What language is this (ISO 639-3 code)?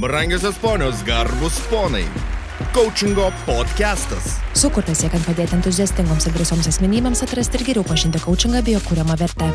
lit